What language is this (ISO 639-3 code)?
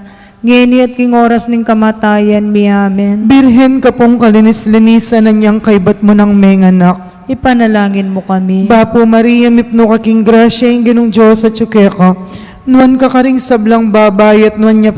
pam